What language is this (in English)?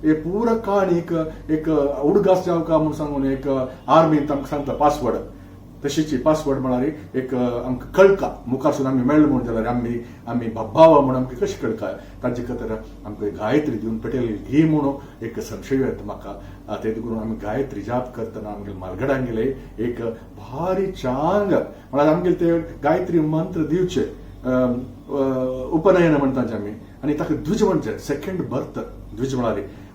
Konkani